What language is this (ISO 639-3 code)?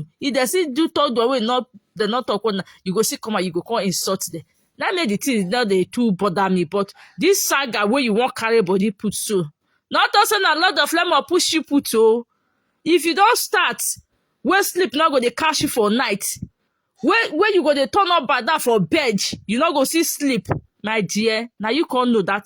pcm